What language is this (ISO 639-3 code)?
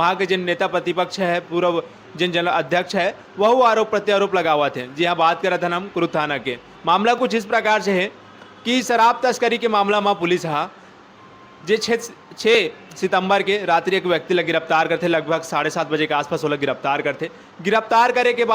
hne